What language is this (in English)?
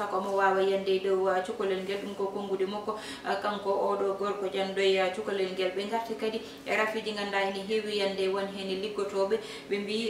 Fula